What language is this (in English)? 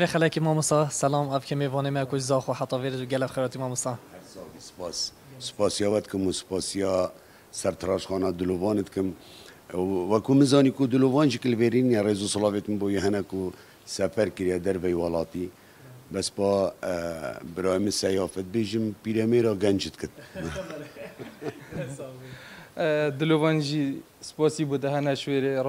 Kurdish